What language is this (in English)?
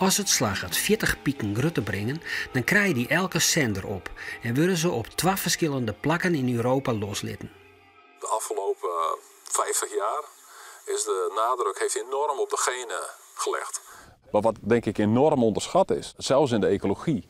Western Frisian